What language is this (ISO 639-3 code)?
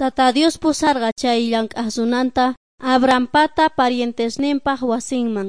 quh